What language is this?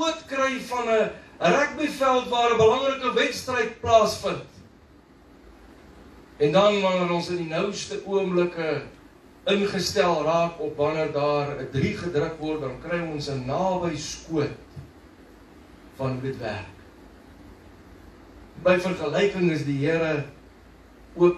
Afrikaans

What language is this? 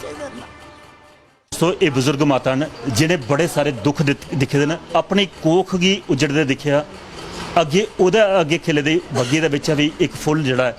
Dogri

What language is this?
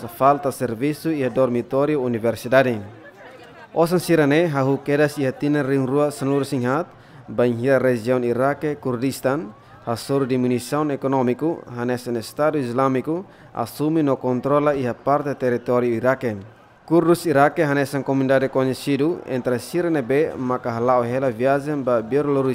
Tetum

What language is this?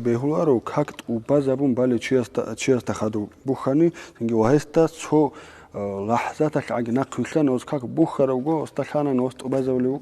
Avaric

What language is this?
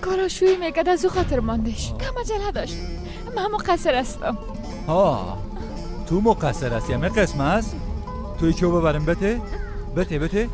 Persian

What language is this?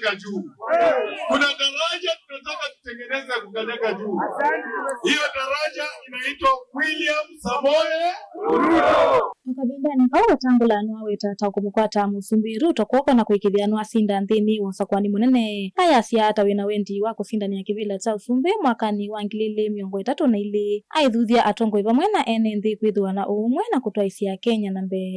Kamba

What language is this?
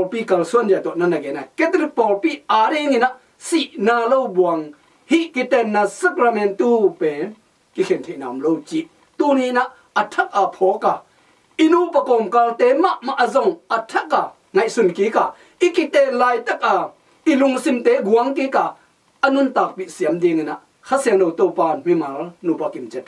Tedim Chin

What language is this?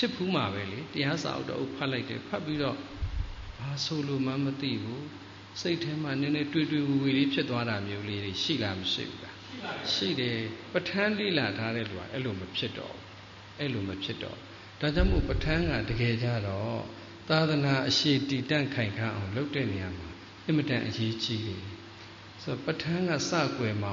Burmese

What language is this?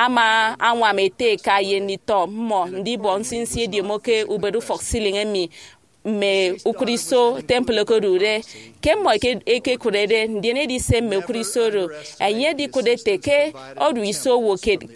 Efik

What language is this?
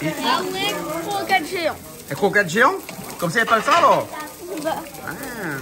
Réunion Creole French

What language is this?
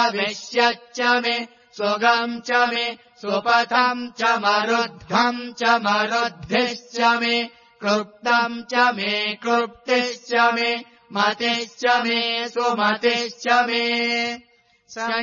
Sanskrit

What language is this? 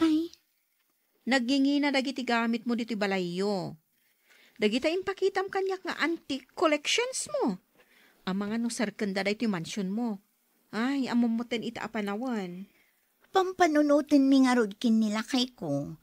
Iloko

